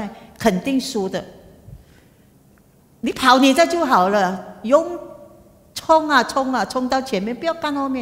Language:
Chinese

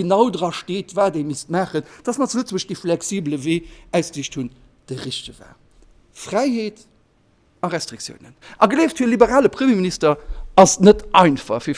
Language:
Luxembourgish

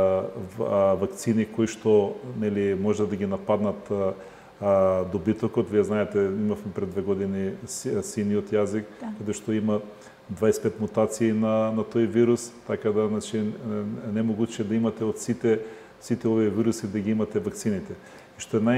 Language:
Macedonian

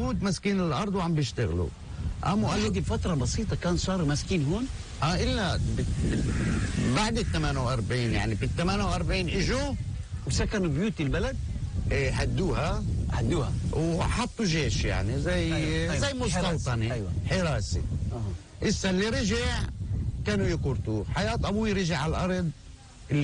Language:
North Levantine Arabic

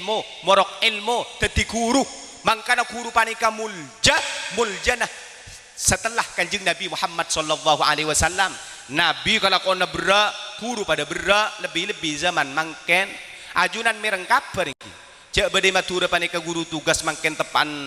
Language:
Madurese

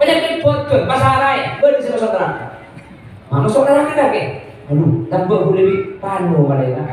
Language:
Madurese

